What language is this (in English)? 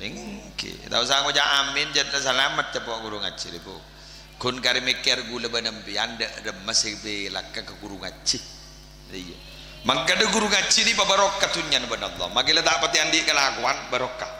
Madurese